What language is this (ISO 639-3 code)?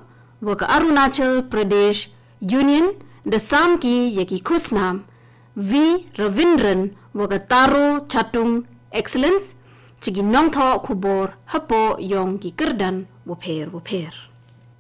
grt